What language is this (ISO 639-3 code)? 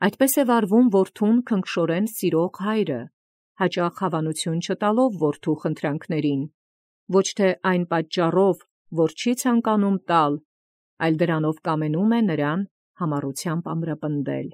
hye